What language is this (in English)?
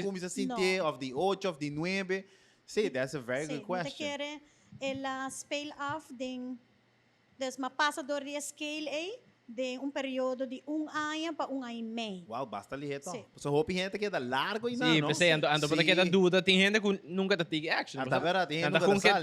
Papiamento